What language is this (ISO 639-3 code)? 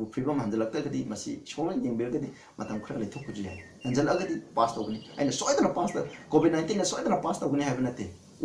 mni